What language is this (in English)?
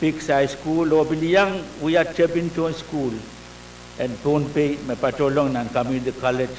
Pohnpeian